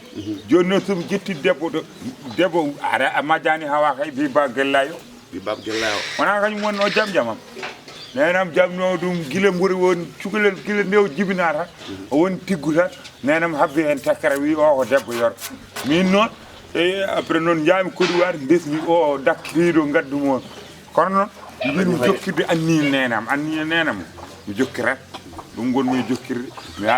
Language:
Fula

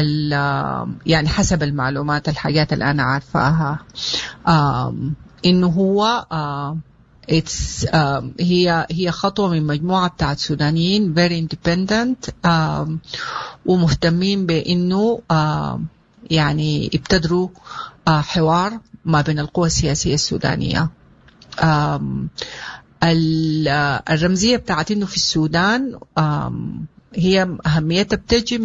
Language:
Sudanese Arabic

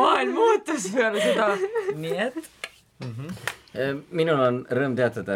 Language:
Estonian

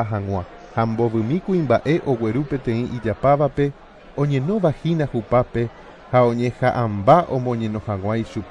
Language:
Guarani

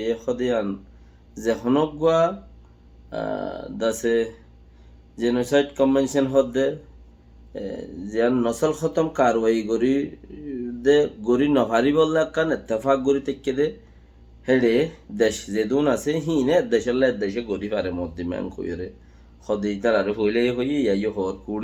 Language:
Rohingya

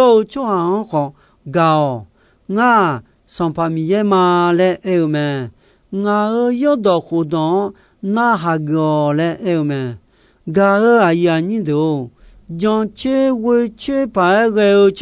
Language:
Akha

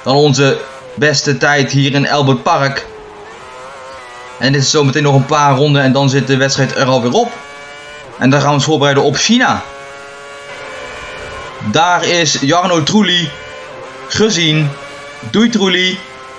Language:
Dutch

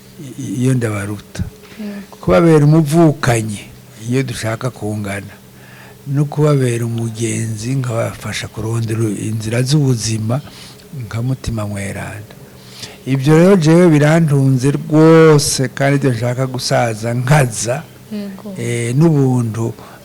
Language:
Rundi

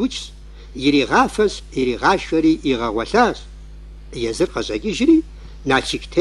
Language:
Kabardian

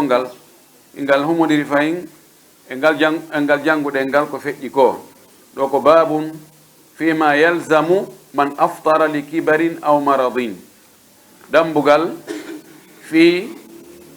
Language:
Pular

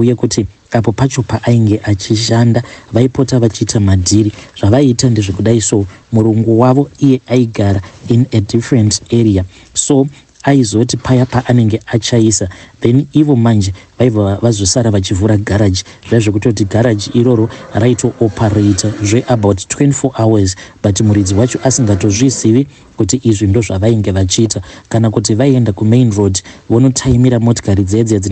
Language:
Shona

